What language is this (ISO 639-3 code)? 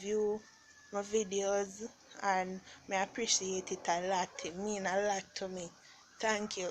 jam